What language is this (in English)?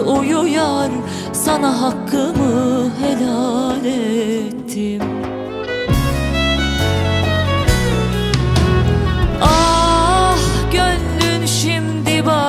Turkish